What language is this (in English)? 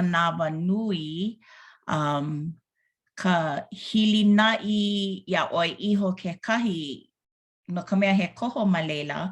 Hawaiian